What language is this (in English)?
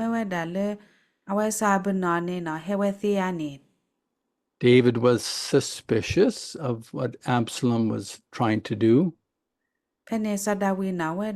S'gaw Karen